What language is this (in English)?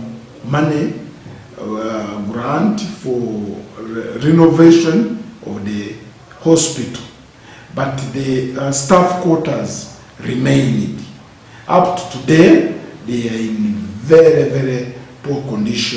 Ganda